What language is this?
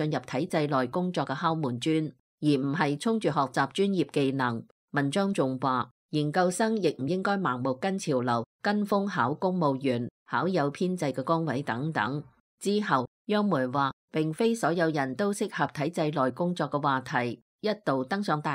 Cantonese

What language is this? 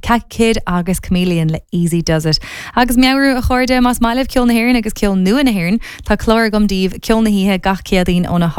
Irish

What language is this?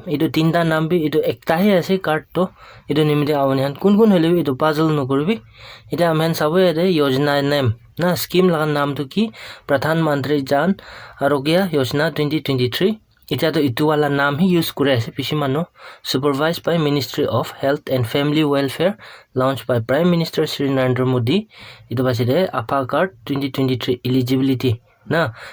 Naga Pidgin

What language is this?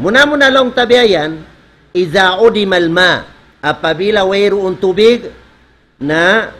Tausug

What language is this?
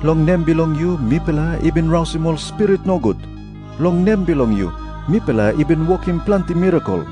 Tok Pisin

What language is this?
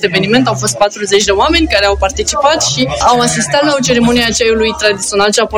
Romanian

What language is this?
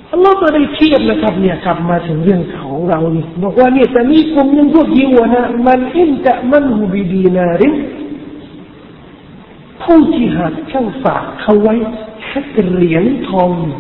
Thai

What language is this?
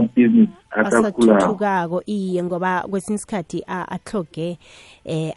South Ndebele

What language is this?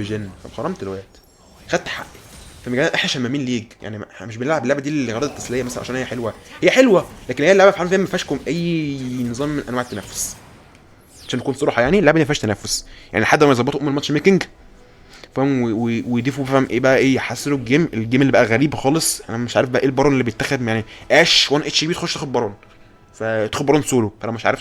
Egyptian Arabic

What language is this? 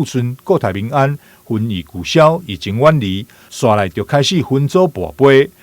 Min Nan Chinese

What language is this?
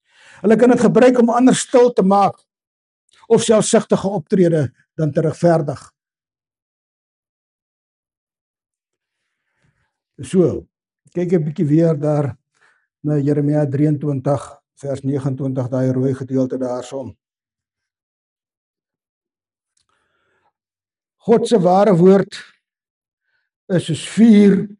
Afrikaans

